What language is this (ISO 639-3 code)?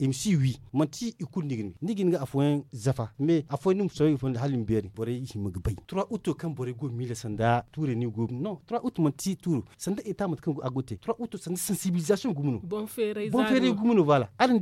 dje